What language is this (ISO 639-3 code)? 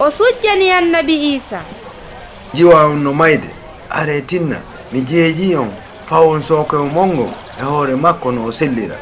ful